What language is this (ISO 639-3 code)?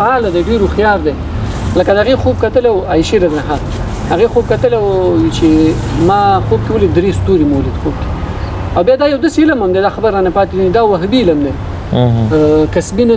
pus